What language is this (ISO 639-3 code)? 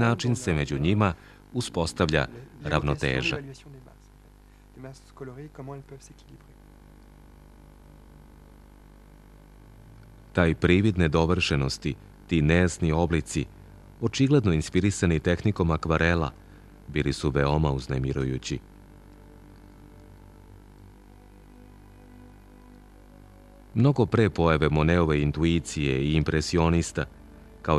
srp